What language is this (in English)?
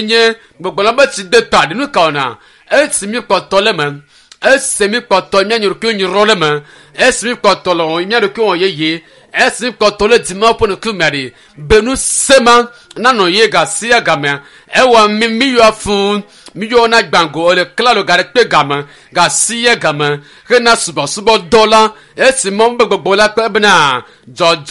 Ewe